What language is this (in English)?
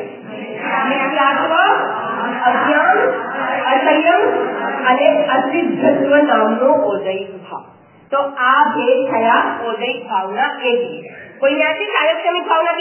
Gujarati